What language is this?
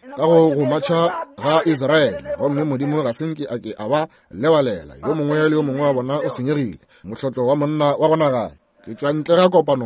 Northern Sotho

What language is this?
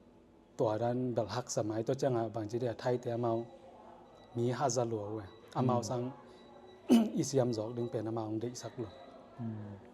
Tedim Chin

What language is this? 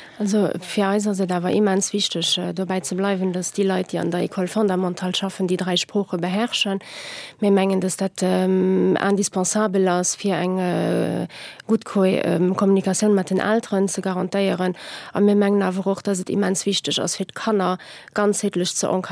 Luxembourgish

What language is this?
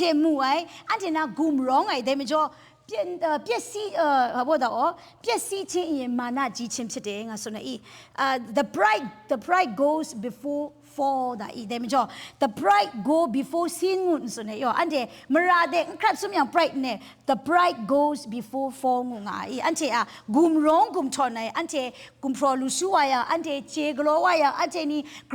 Kachin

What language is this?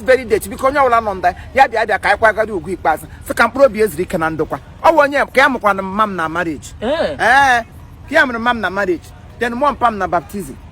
Igbo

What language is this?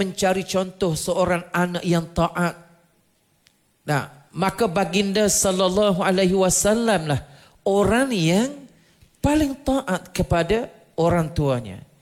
Malay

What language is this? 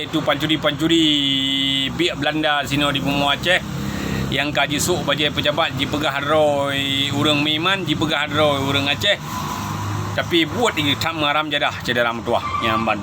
Achinese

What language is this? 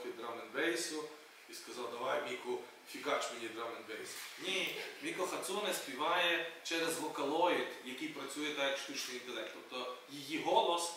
Ukrainian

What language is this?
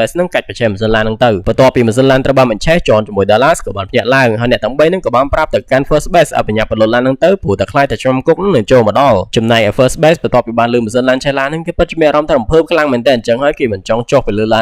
Khmer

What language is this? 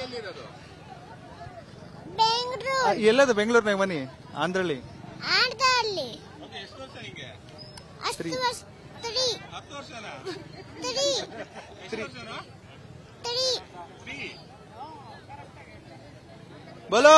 Kannada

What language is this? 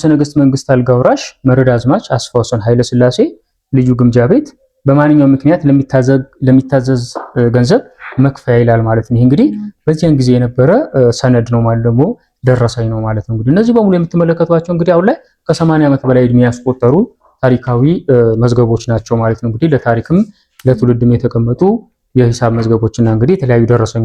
Amharic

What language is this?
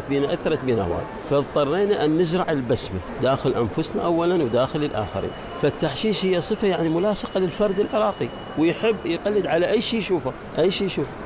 Mesopotamian Arabic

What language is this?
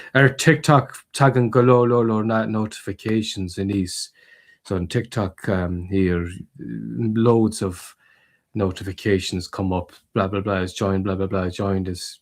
Irish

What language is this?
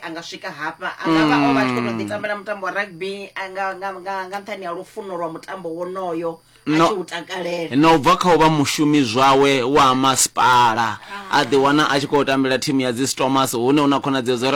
Venda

